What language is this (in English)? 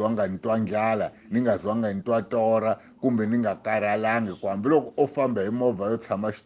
Tsonga